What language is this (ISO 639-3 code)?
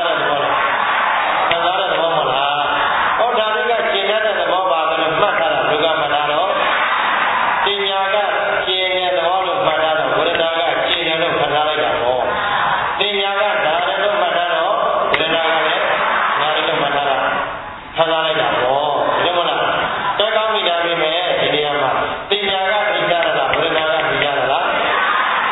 mya